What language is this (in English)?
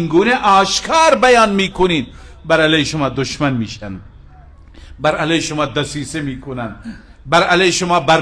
Persian